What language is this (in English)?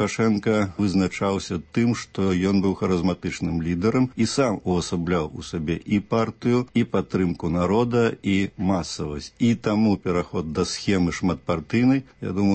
Belarusian